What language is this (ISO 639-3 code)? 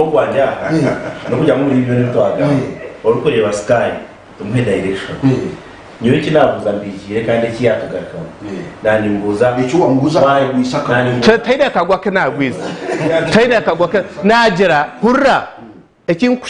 nyn